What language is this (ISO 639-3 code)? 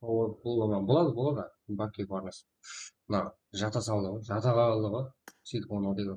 kaa